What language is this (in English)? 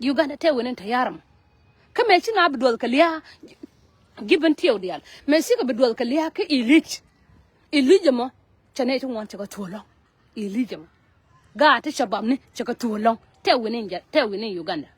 Nuer